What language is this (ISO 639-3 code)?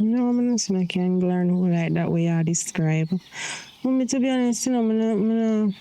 jam